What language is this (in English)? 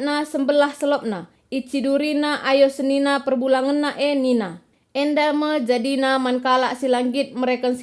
Batak Karo